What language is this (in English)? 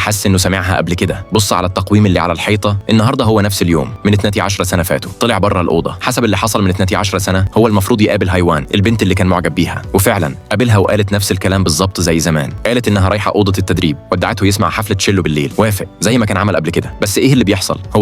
Egyptian Arabic